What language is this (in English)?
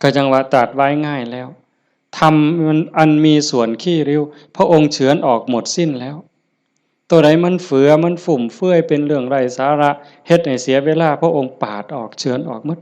Northeastern Thai